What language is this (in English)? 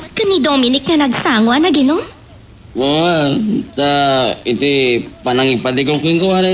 Iloko